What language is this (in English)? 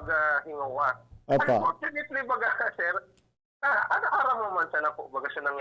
Bikol